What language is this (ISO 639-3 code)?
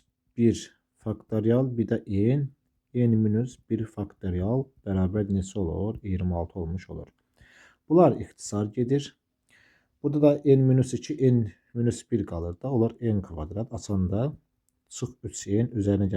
aze